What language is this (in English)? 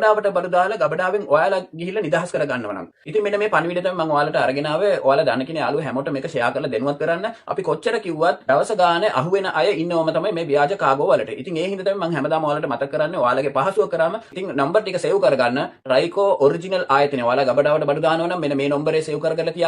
Sinhala